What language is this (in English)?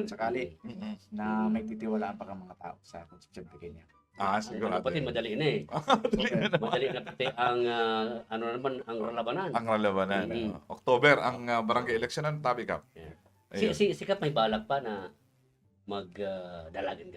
Bikol